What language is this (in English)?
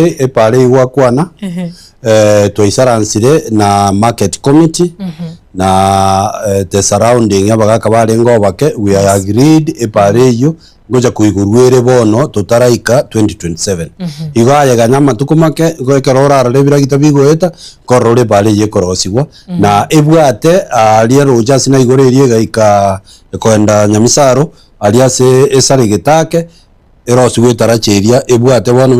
Gusii